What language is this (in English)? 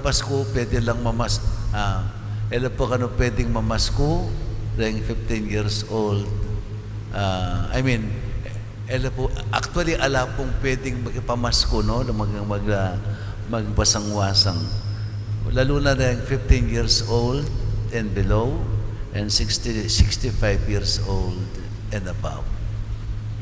Pampanga